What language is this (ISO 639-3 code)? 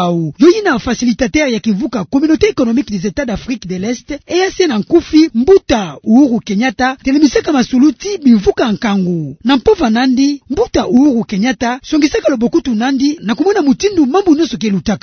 ktu